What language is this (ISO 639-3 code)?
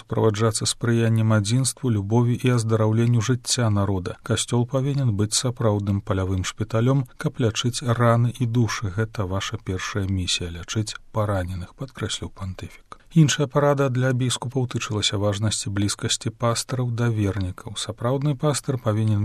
bel